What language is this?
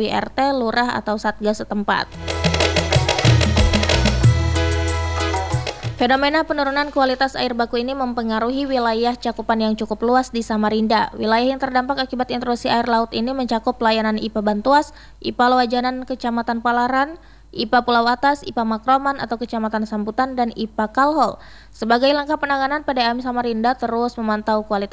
Indonesian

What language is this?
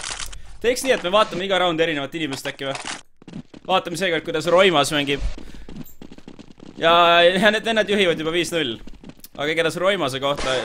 Estonian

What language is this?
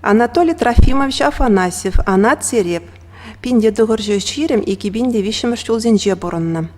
Chuvash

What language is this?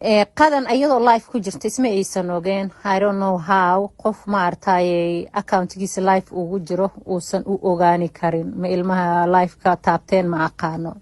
Somali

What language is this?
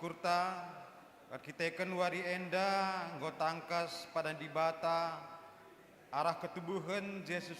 Batak Karo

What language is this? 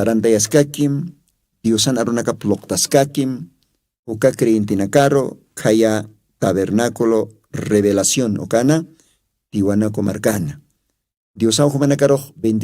Aymara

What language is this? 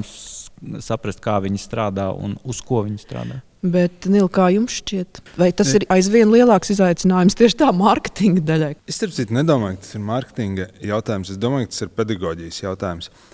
Latvian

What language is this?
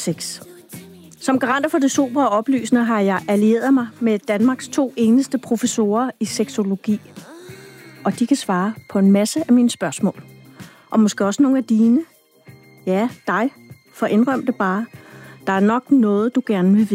Danish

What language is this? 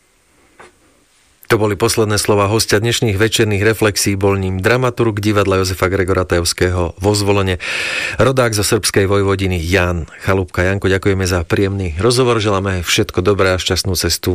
Slovak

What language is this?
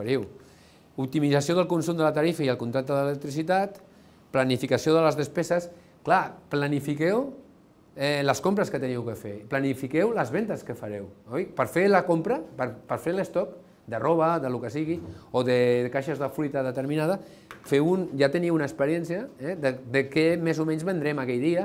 Catalan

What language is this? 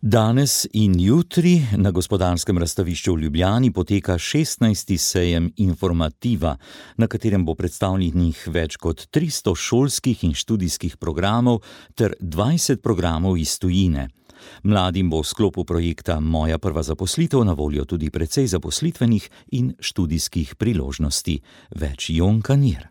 Slovenian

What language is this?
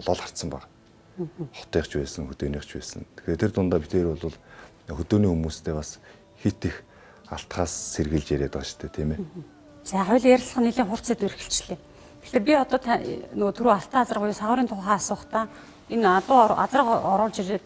Mongolian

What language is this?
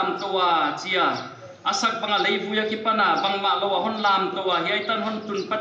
Paite Chin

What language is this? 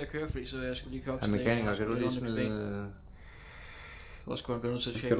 Danish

